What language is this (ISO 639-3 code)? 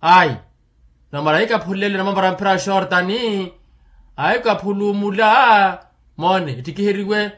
vmw